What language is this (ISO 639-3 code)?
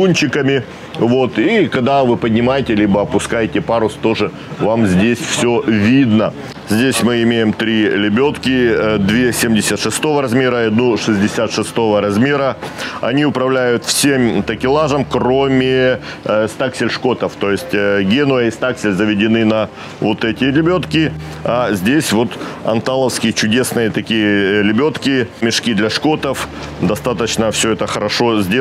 rus